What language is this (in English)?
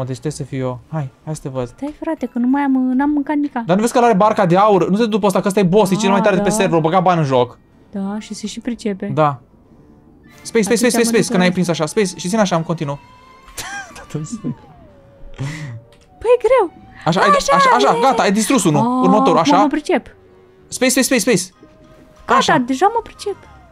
Romanian